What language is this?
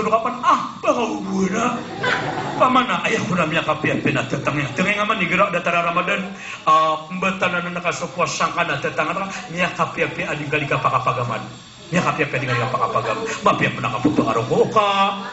Maranao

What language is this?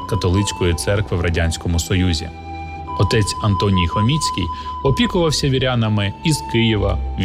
Ukrainian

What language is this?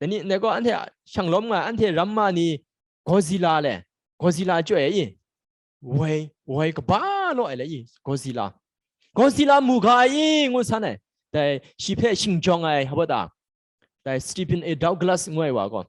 Kachin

